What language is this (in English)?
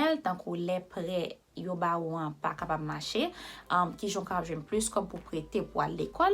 Haitian Creole